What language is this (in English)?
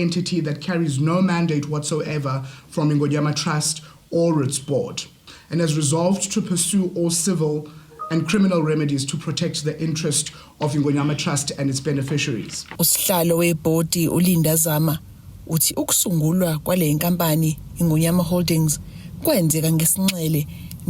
Zulu